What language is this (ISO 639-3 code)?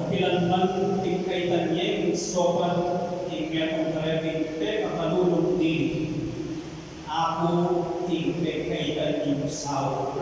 pam